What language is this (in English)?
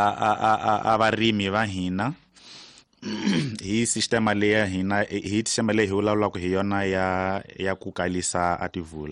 Tsonga